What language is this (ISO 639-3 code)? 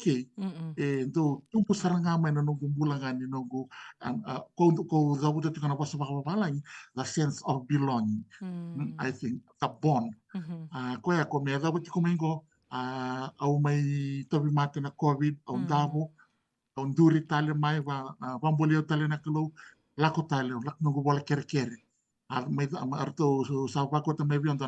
fij